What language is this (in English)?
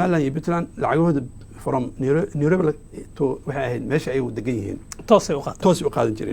Somali